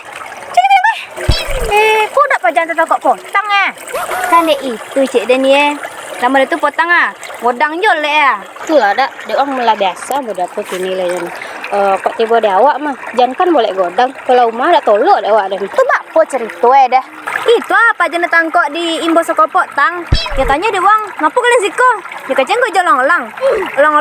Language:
Minangkabau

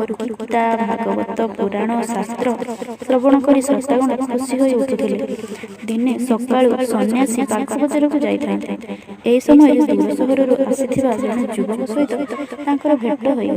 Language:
Odia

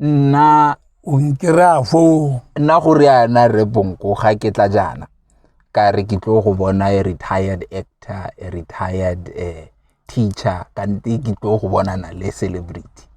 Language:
Tswana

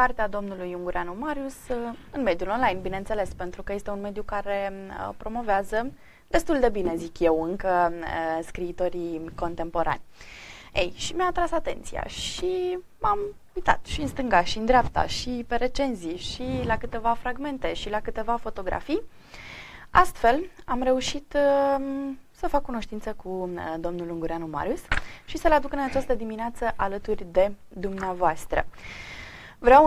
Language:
Romanian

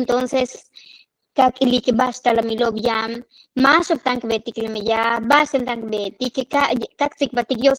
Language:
Yucateco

